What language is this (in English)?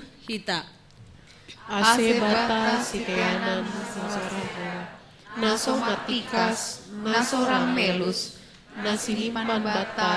Batak Simalungun